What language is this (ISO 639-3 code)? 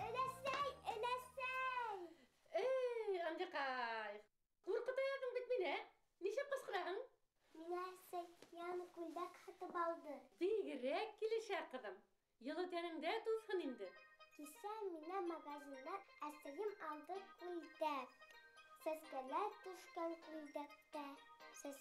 bak